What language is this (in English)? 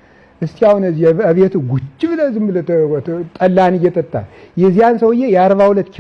Amharic